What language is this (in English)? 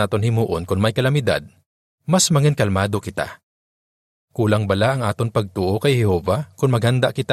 Hiligaynon